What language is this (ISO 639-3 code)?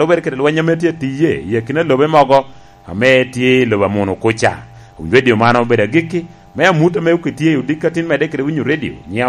laj